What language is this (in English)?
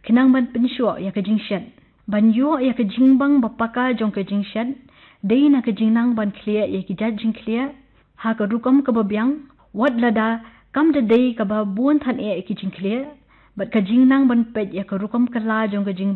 Khasi